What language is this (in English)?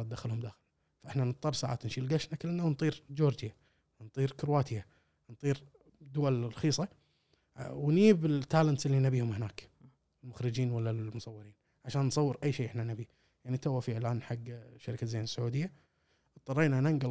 Gulf Arabic